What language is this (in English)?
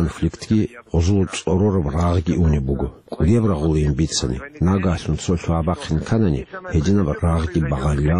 Avaric